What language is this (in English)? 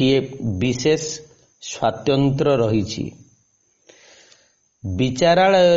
Odia